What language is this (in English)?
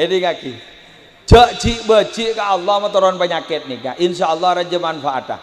Madurese